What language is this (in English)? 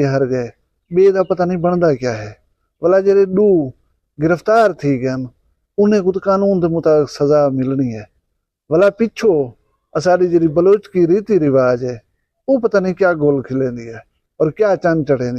Saraiki